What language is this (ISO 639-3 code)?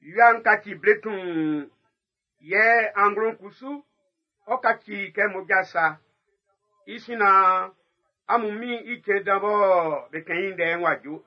bci